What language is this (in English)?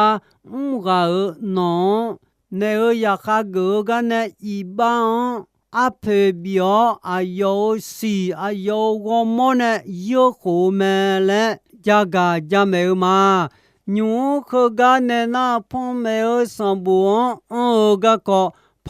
Akha